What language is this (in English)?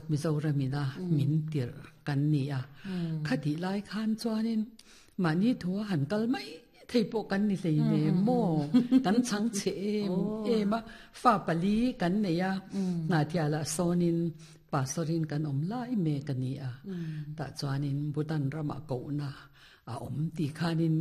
Mizo